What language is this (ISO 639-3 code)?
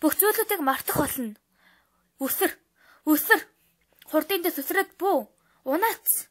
mon